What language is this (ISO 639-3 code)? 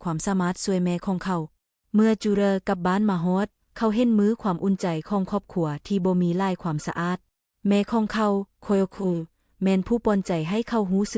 lao